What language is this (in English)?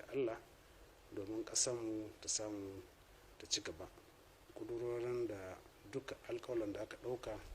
Hausa